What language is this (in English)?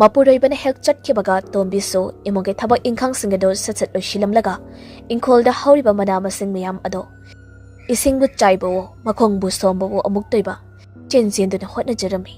Manipuri